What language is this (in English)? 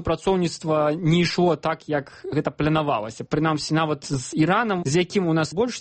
Belarusian